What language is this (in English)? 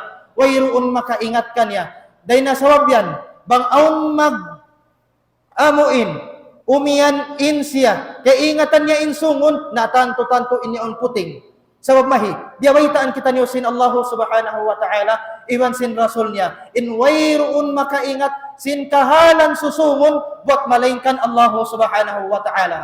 Tausug